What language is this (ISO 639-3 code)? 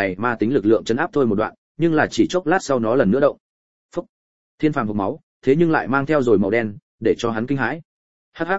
vie